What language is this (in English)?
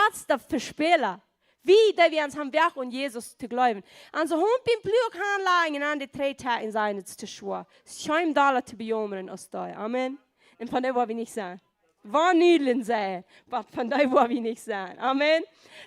Plautdietsch